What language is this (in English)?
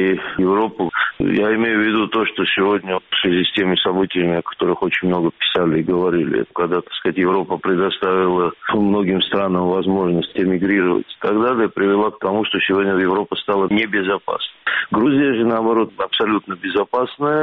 Russian